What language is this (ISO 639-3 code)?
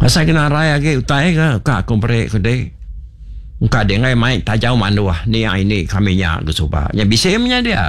iba